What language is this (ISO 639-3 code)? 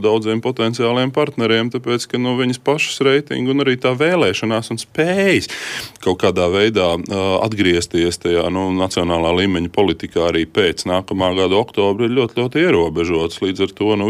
lav